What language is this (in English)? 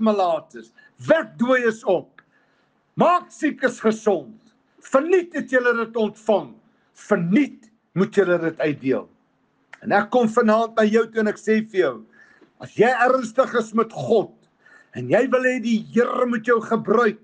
Afrikaans